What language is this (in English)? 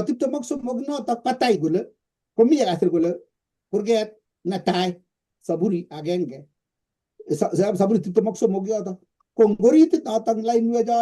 Kalenjin